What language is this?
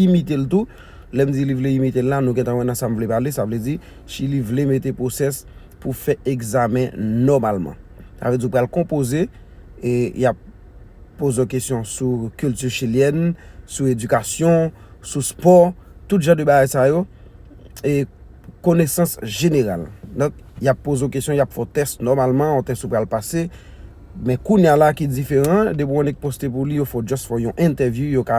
Haitian Creole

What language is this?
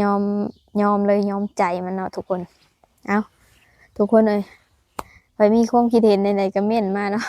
Lao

